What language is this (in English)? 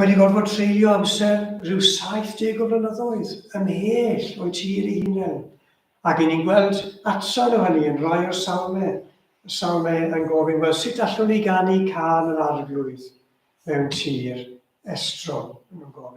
Welsh